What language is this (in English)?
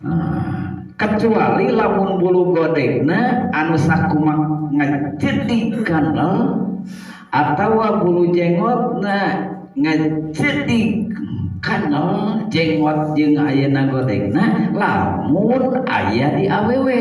Sundanese